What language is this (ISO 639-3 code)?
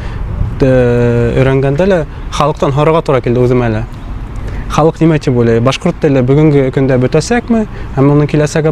bak